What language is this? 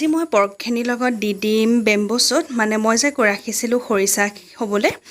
Assamese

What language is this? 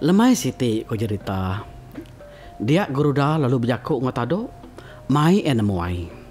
Iban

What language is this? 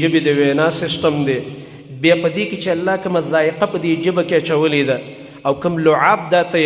Pashto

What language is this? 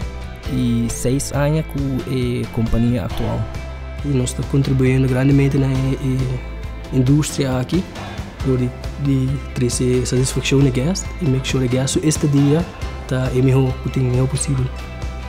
Papiamento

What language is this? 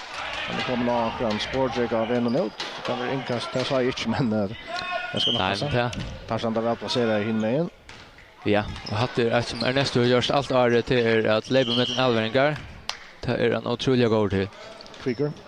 Faroese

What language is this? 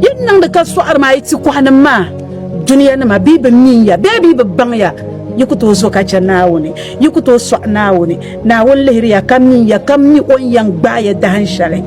Dagbani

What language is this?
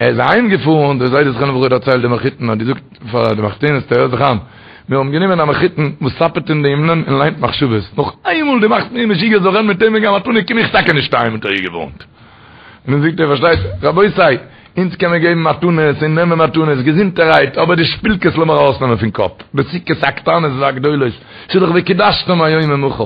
Yiddish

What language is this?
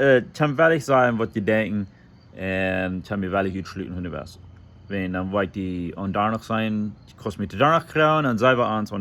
Plautdietsch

